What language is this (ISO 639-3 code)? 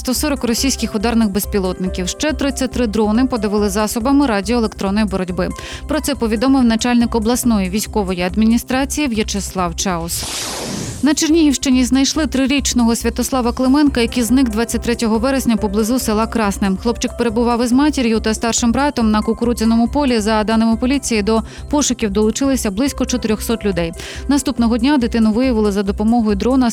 ukr